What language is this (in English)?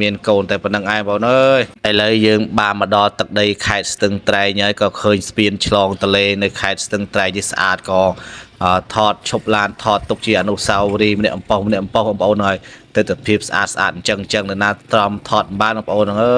Khmer